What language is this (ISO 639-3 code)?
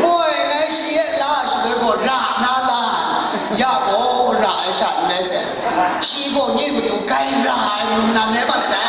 kac